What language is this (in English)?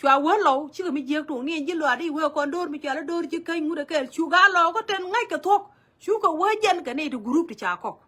Nuer